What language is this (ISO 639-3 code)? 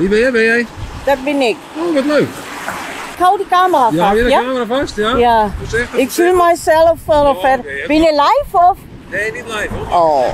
fry